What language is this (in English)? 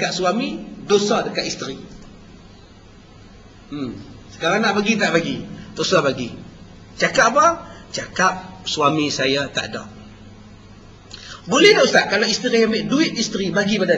Malay